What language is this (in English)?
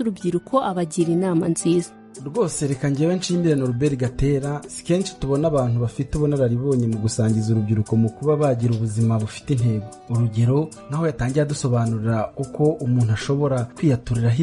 Kinyarwanda